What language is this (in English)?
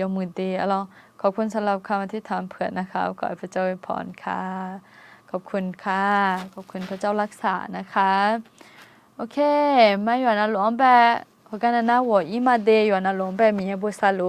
Akha